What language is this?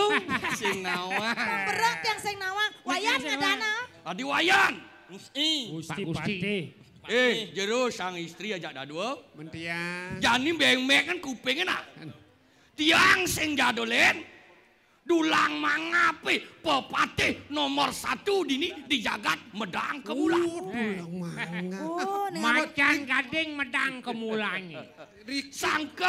Balinese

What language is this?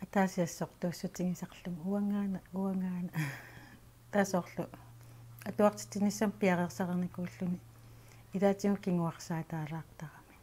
Kalaallisut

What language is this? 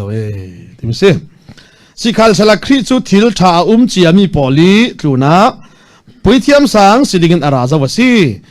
Falam Chin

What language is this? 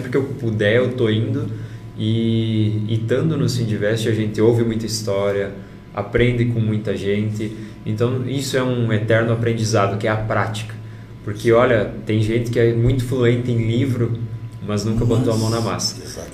Portuguese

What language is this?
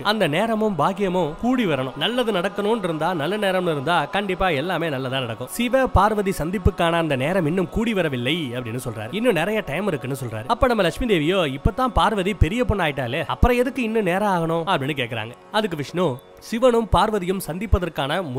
Tamil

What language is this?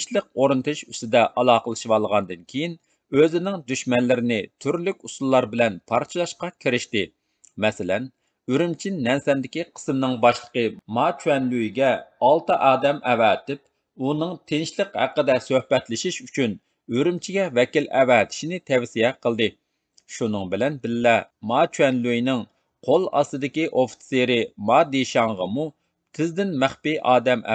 Uyghur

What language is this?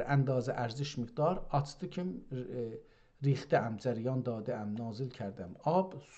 South Azerbaijani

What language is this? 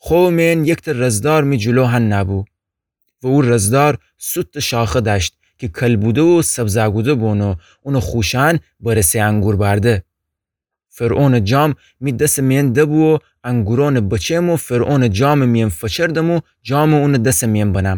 Gilaki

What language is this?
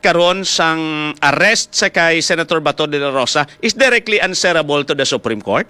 Hiligaynon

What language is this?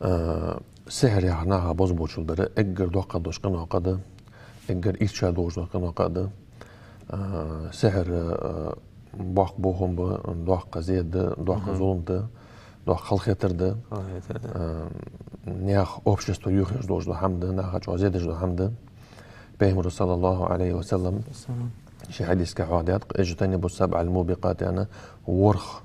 Ingush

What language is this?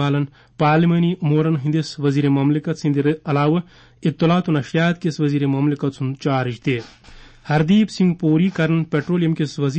Kashmiri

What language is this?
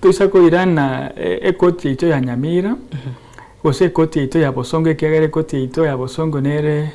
Gusii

